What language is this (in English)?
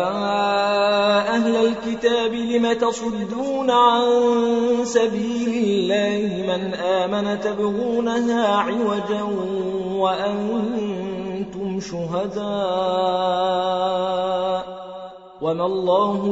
Arabic